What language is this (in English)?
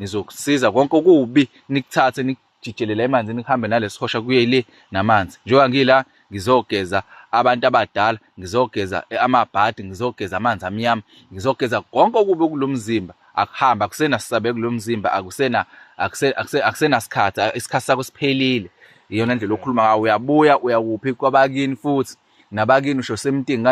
Zulu